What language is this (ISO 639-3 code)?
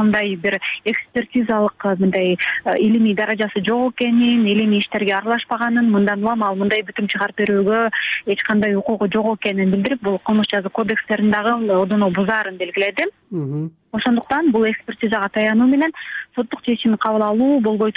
kir